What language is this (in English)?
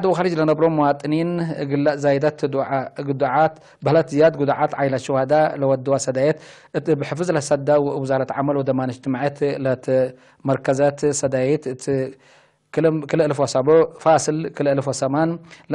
Tigre